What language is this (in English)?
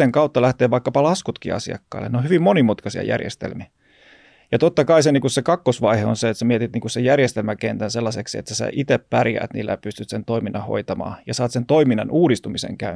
Finnish